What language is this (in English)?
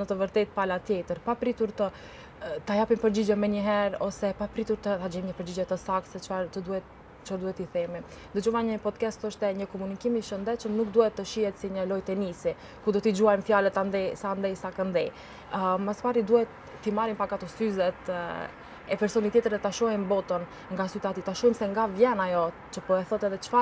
Albanian